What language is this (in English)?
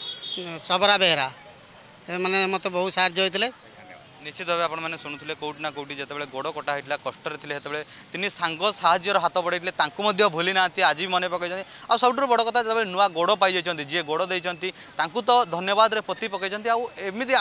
Odia